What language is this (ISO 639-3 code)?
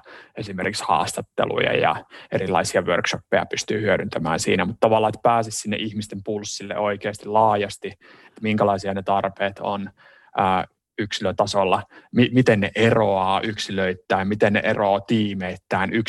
fin